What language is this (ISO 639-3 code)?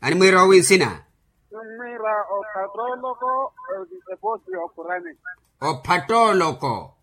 vmw